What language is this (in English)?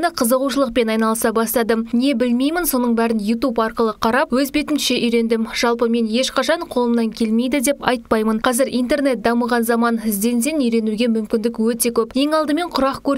Kazakh